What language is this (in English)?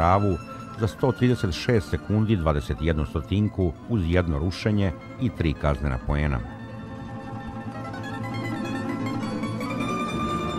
Serbian